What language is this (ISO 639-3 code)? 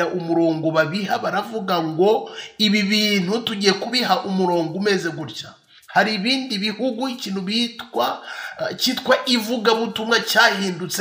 kin